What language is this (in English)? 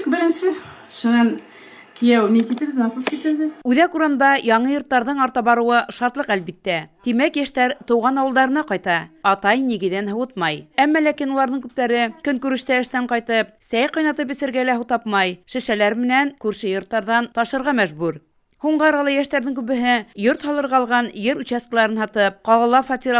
Bashkir